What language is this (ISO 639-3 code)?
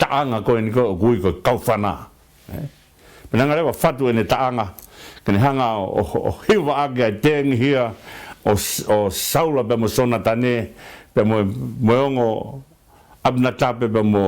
ton